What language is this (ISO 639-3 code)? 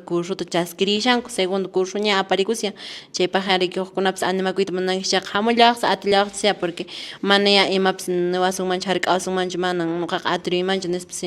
que